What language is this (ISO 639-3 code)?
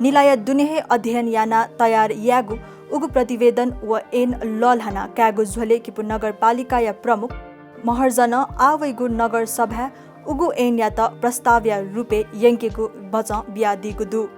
new